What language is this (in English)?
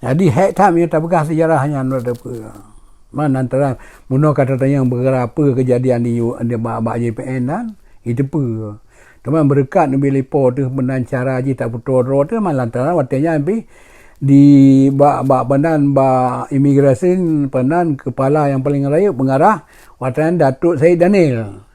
Achinese